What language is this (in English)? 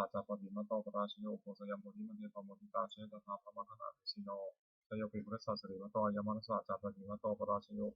Pali